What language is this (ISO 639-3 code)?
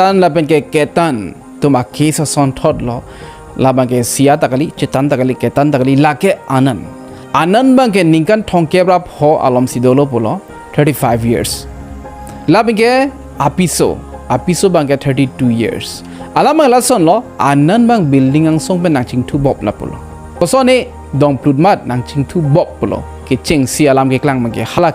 mjw